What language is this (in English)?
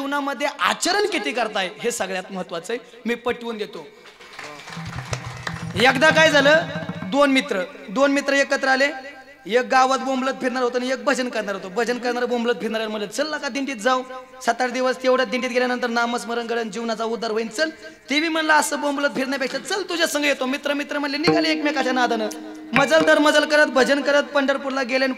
Marathi